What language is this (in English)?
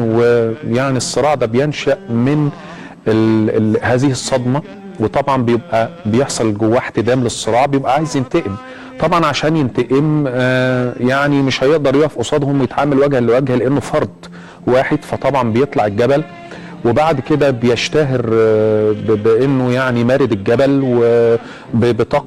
Egyptian Arabic